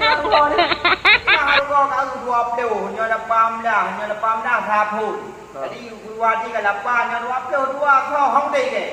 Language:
Achinese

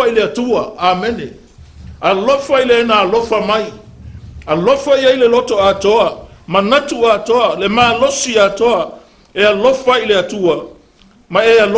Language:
Samoan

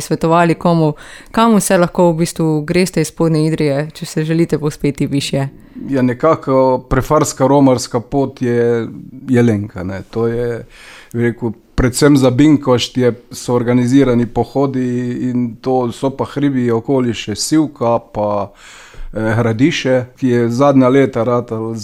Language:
Slovenian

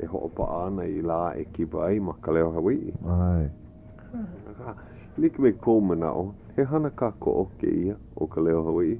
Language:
Hawaiian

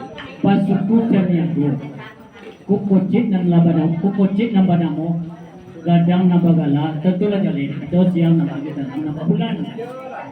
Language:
Minangkabau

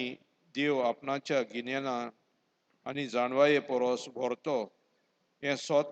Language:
Konkani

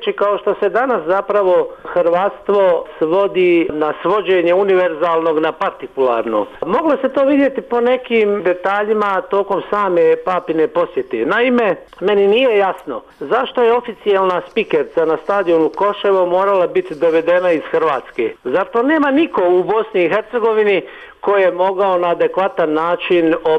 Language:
Bosnian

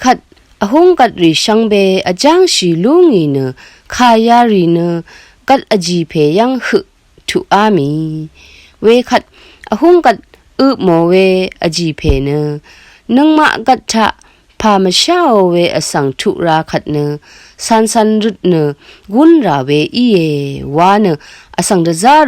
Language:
Rawang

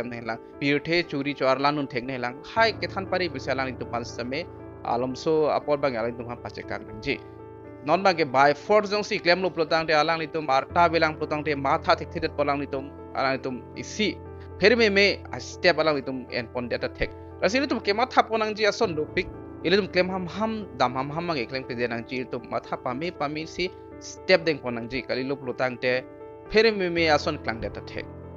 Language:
Karbi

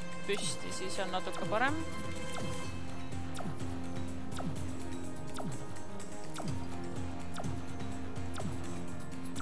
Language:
Estonian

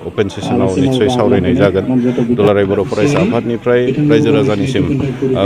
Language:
Bodo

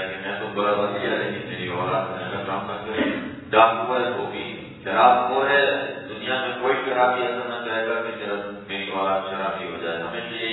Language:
Urdu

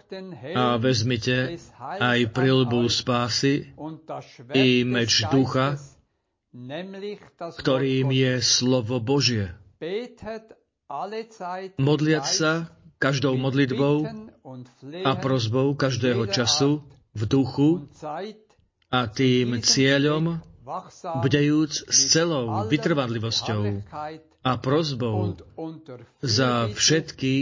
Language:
Slovak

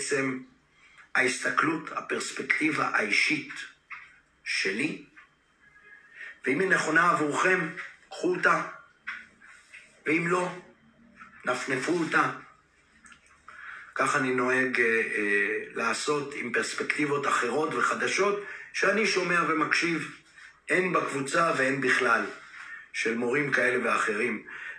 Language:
Hebrew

